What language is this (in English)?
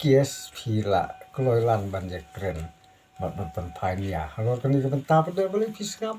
Khasi